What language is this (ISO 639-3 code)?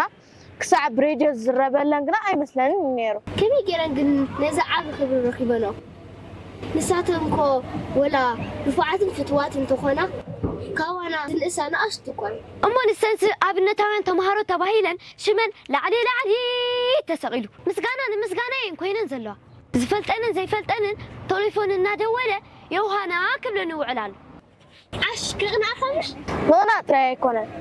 tir